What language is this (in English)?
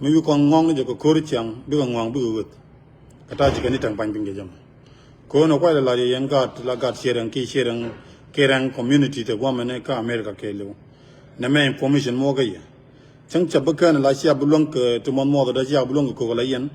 Nuer